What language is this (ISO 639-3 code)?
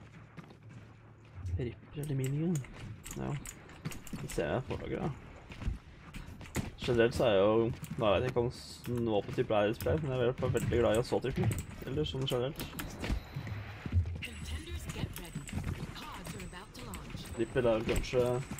nor